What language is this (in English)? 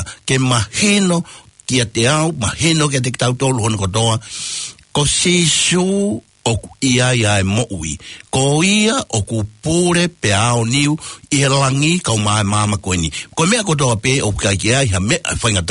Tongan